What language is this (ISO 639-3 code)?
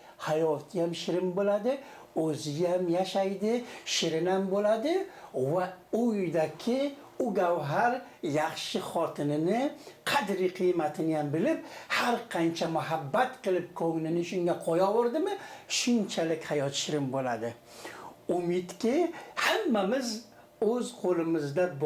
uzb